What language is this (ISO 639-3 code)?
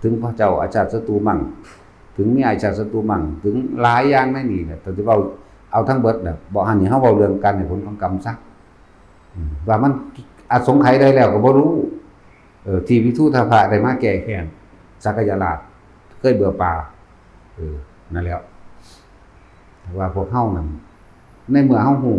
lao